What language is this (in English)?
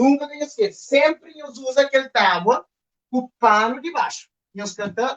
Kabuverdianu